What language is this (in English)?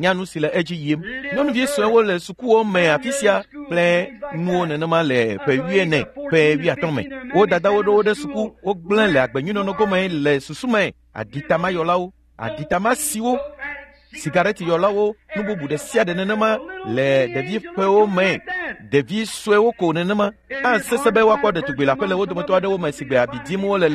Ewe